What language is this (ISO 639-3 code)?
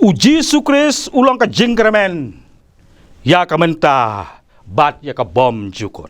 kha